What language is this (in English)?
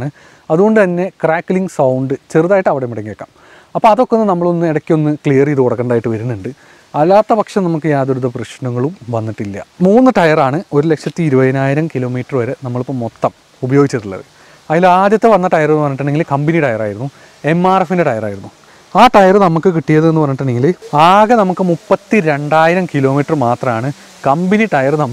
Malayalam